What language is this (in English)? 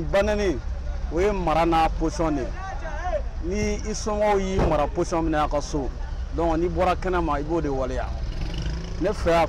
Bambara